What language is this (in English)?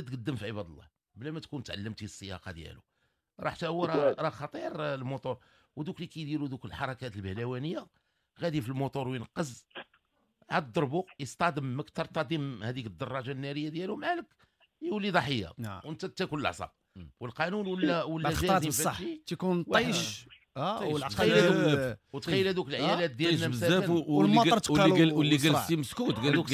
Moroccan Arabic